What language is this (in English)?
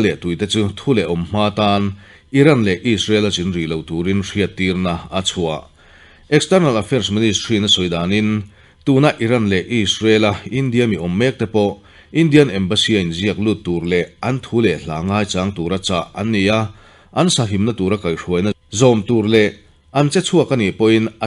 Mizo